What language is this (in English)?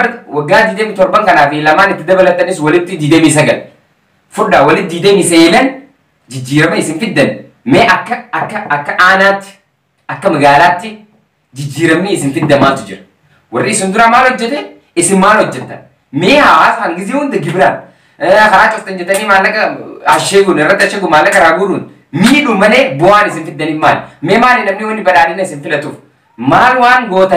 Oromo